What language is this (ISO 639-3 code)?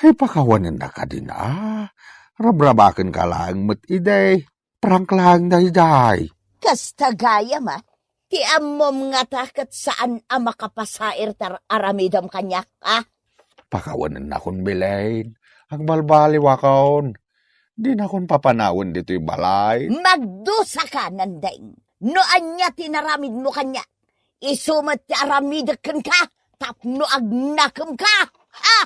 ilo